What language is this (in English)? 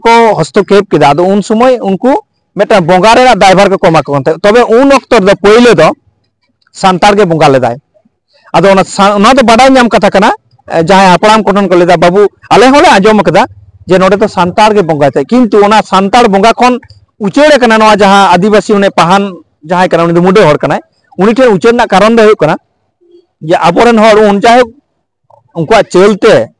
Santali